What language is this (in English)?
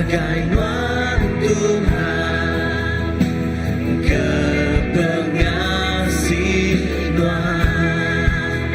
Iban